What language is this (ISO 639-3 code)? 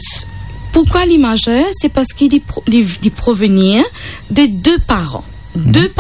mfe